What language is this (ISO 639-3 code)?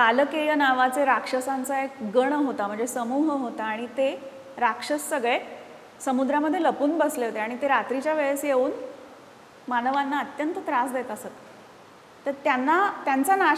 mar